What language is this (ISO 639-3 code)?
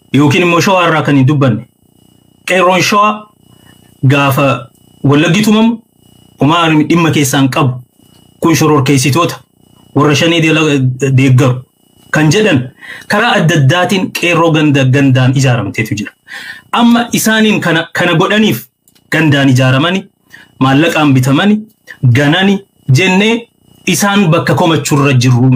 orm